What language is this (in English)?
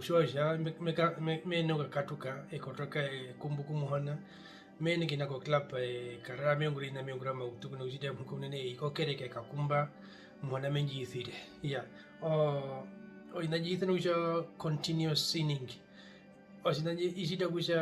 Herero